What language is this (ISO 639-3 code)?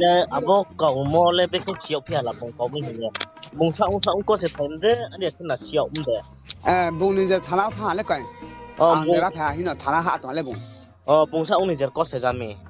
ria